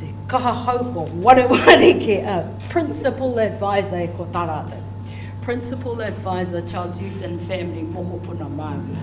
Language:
Māori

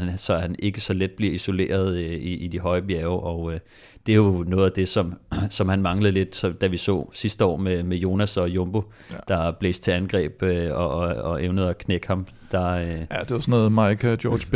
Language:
Danish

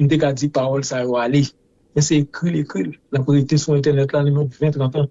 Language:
Haitian Creole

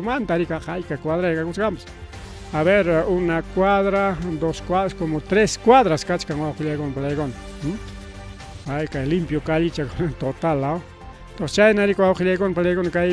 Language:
Ayacucho Quechua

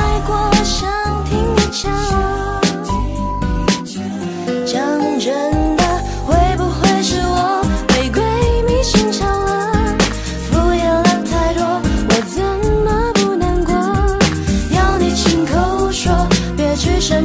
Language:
Chinese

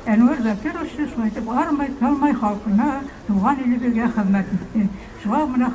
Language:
Bashkir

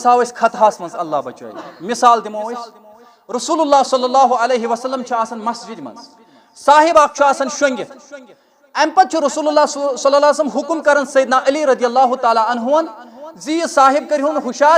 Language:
Kashmiri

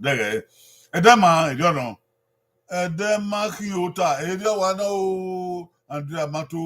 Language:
Bini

